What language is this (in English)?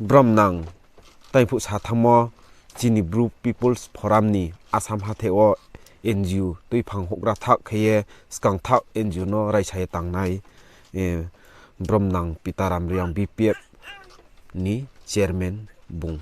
Riang (India)